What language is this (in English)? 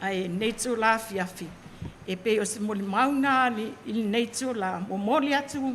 Samoan